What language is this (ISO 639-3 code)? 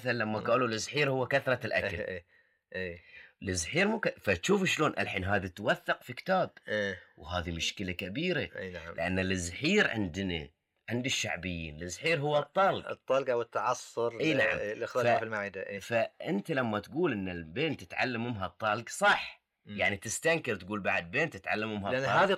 afb